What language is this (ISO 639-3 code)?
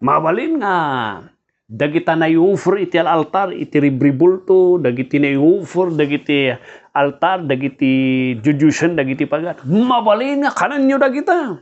ilo